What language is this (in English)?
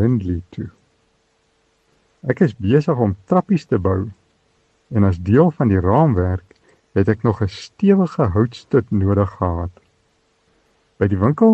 Afrikaans